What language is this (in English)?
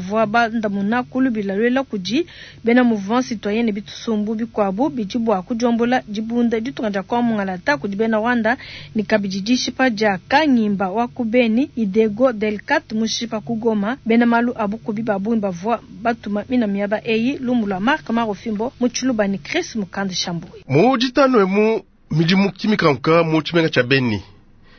Luba-Lulua